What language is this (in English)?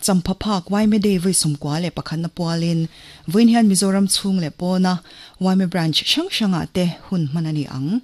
Mizo